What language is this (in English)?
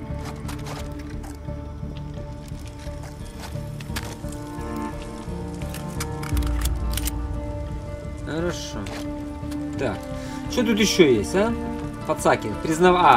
Russian